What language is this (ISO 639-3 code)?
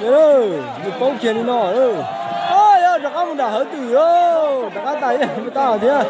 hmn